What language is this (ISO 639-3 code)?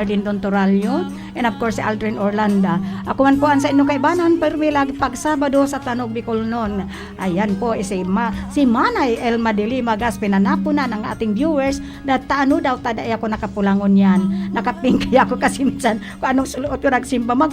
bik